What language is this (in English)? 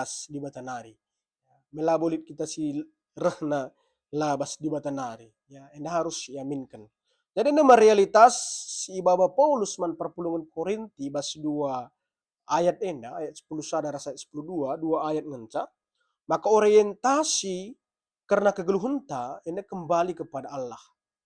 Batak Karo